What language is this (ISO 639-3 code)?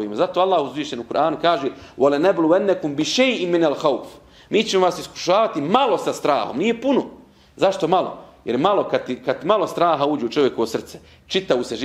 bos